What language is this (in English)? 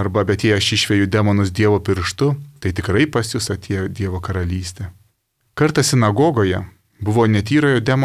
Lithuanian